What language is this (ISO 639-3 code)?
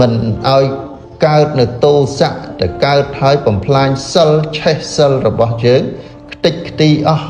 khm